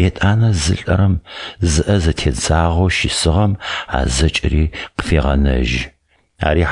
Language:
Adyghe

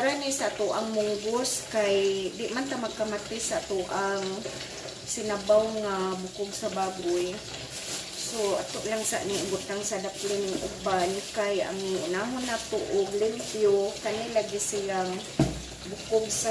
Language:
Cebuano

